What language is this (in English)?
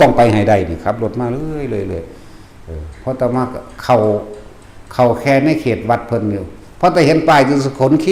Lao